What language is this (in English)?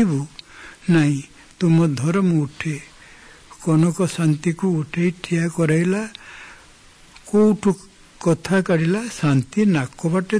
Odia